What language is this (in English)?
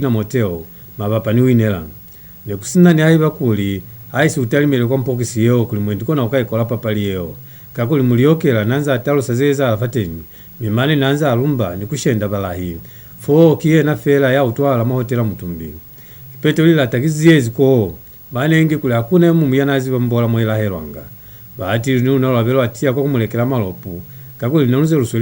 Lozi